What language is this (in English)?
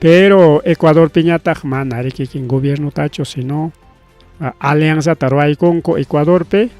Ayacucho Quechua